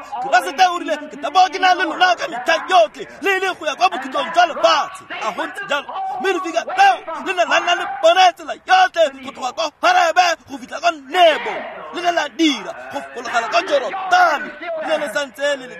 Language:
Tswana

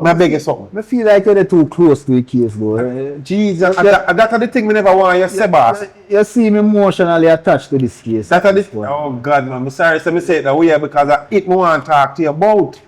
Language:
Jamaican Creole English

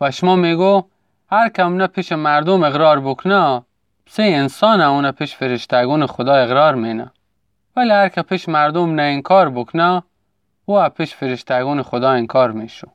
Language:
Gilaki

